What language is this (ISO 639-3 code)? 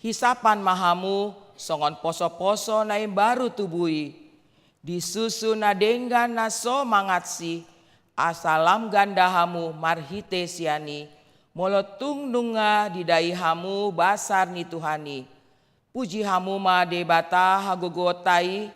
bbc